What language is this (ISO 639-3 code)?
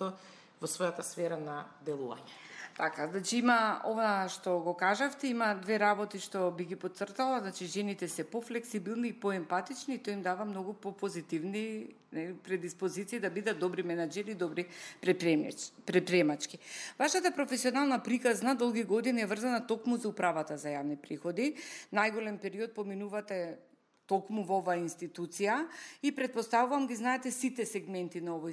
mkd